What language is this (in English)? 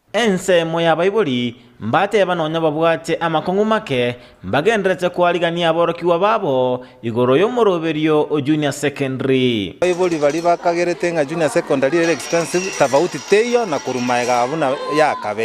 Gusii